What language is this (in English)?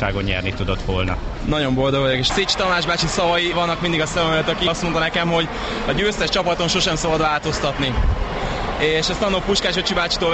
Hungarian